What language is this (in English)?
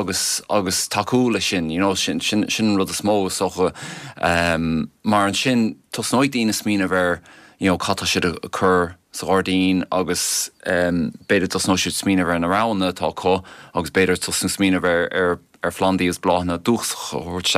Irish